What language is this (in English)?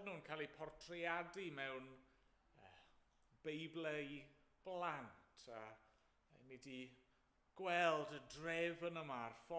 Welsh